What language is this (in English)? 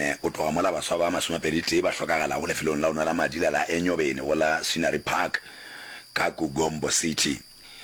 Northern Sotho